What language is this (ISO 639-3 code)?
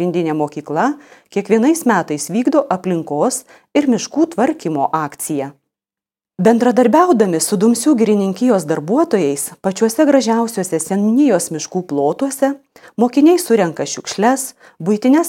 lit